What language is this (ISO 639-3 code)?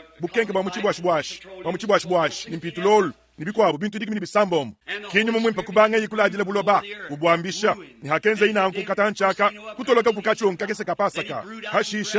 lua